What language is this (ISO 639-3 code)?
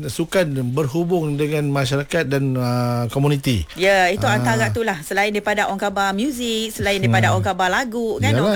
msa